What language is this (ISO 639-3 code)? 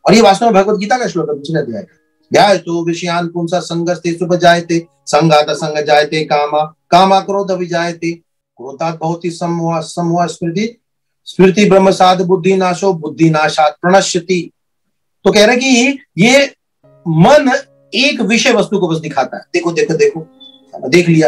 hin